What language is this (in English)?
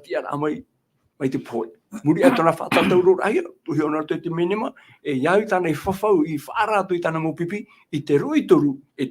Tahitian